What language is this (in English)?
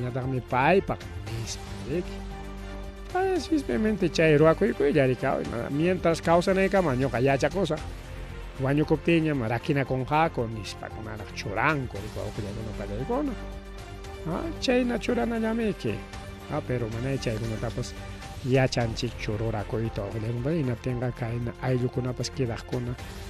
Ayacucho Quechua